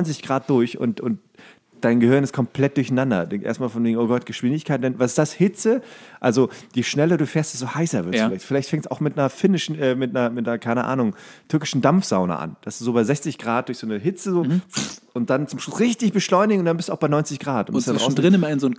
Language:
German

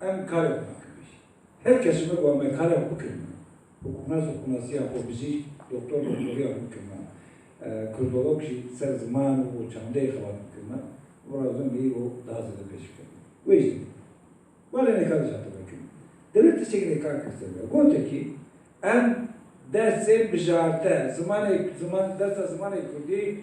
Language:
Kurdish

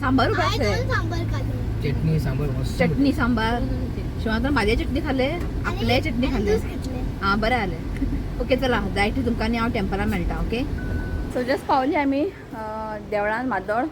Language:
Konkani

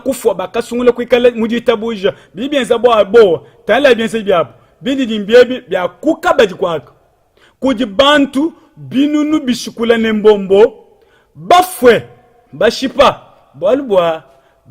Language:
Luba-Lulua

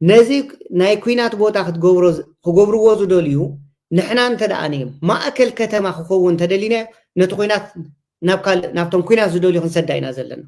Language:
Tigrinya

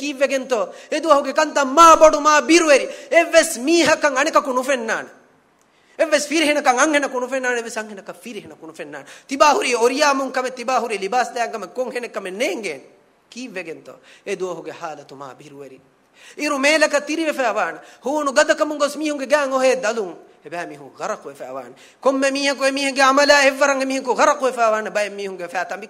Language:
Divehi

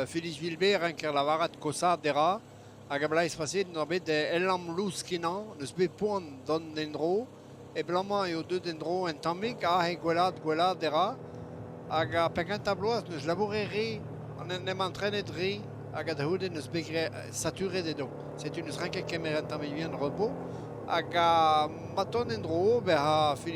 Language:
Breton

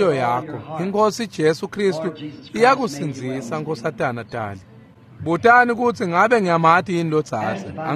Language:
Swati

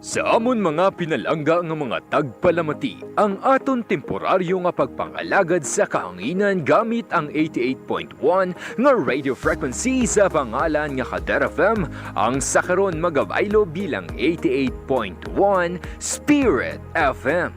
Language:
Hiligaynon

